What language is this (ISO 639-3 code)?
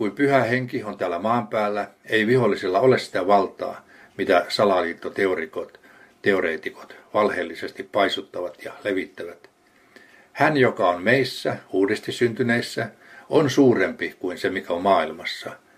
fin